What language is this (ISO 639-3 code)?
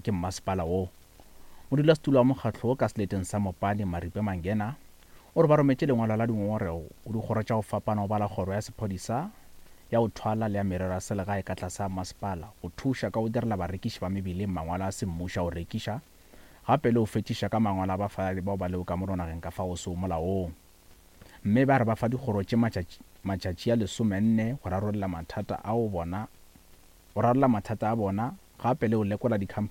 nso